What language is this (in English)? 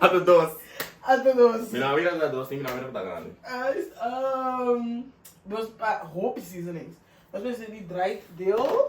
Papiamento